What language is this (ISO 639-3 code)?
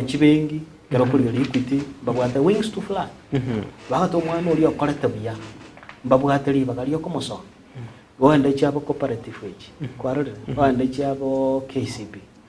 guz